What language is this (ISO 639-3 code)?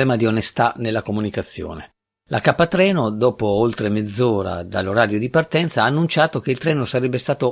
ita